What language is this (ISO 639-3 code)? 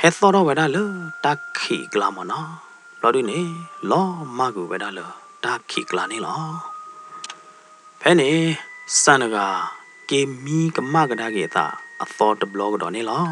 ksw